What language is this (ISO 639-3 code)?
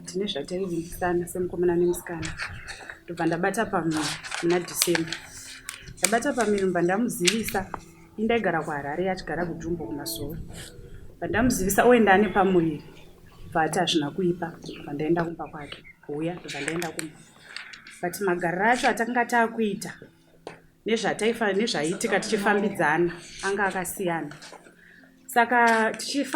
sna